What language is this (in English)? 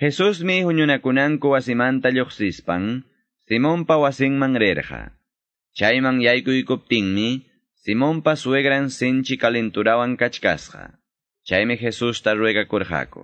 Quechua